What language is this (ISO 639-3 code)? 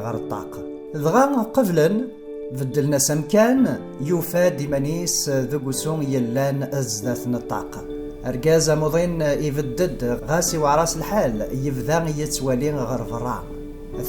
kab